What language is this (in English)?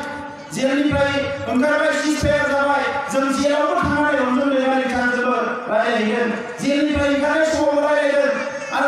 Bodo